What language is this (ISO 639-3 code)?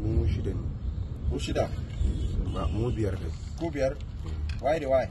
hau